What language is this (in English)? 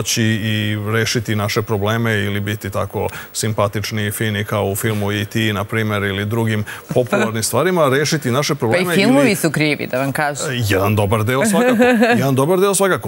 Serbian